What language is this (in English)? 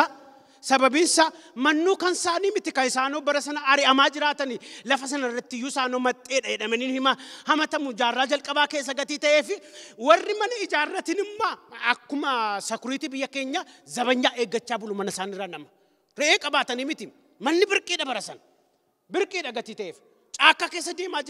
Oromo